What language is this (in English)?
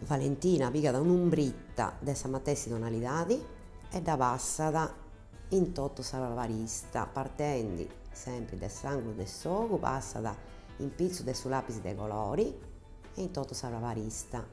Sardinian